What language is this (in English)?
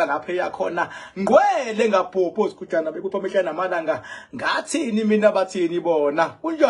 Zulu